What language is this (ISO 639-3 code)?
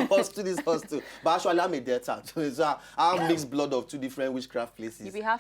pcm